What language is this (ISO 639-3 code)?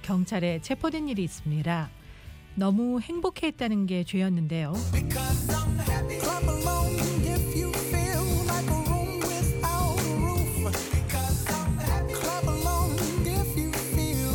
kor